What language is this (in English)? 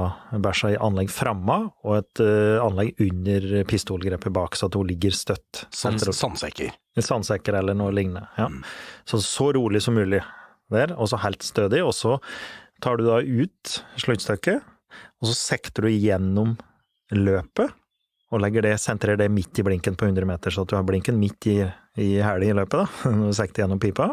Norwegian